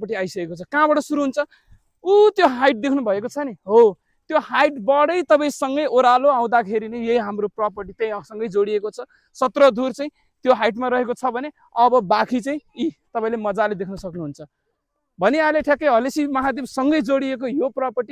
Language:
Nepali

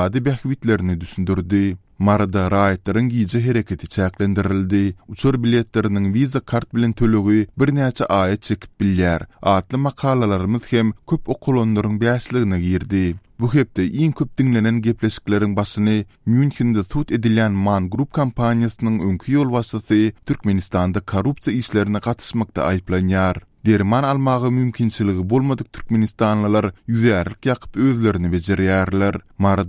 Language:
Turkmen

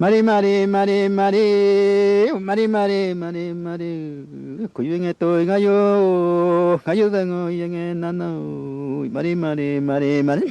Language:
Mapuche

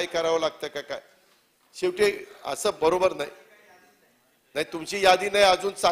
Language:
Marathi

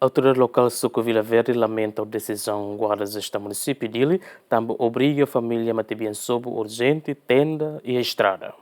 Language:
Tetum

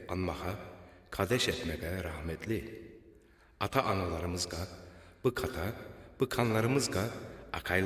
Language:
Crimean Tatar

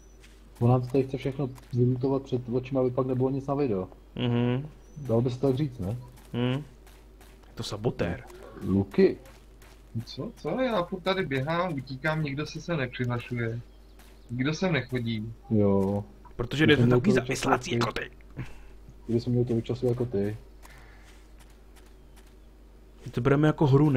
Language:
Czech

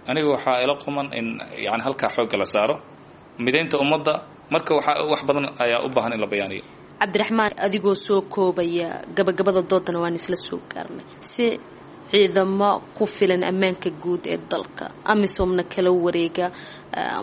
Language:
Somali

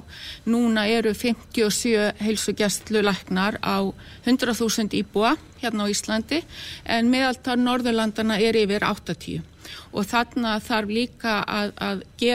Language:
Icelandic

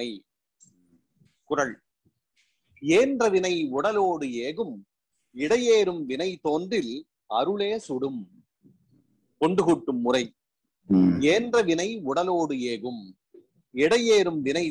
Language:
Tamil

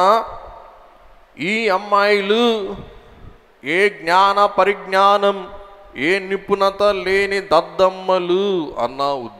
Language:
Telugu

